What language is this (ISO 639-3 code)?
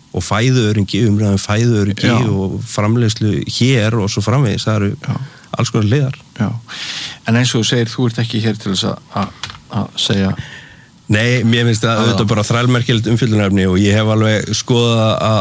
isl